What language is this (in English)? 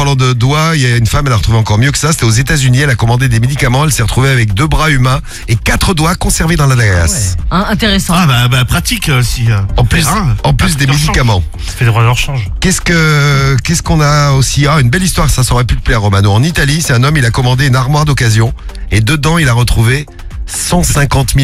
French